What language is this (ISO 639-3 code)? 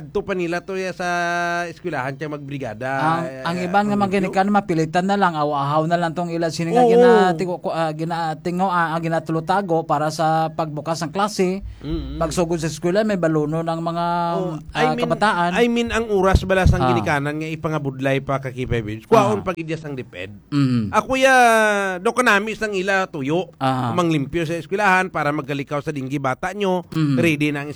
hil